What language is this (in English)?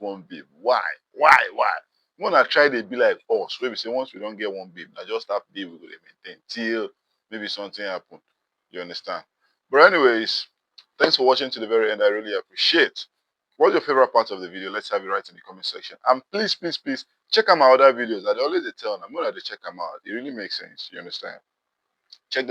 Nigerian Pidgin